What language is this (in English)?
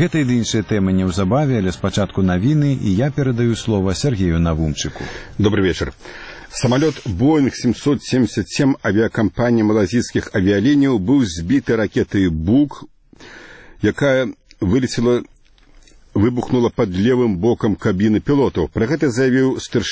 Belarusian